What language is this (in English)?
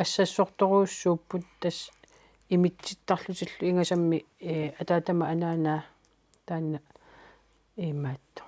Kalaallisut